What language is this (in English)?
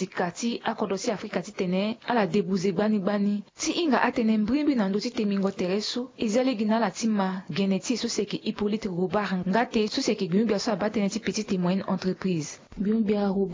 Sango